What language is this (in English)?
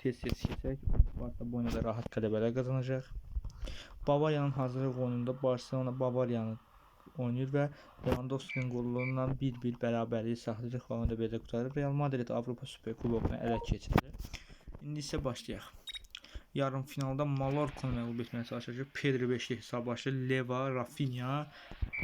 Azerbaijani